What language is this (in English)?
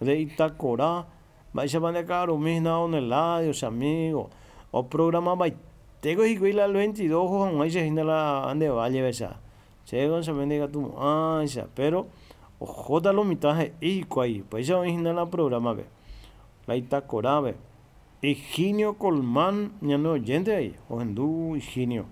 Guarani